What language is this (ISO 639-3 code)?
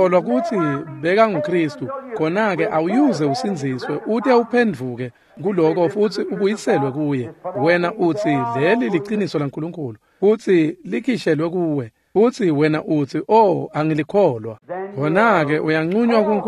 ssw